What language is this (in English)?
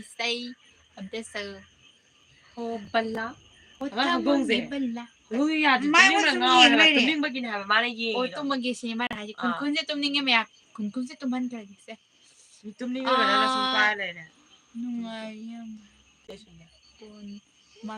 Manipuri